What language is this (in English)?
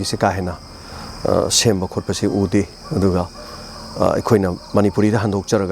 Manipuri